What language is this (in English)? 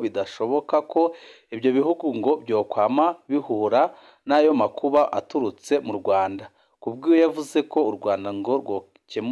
Rundi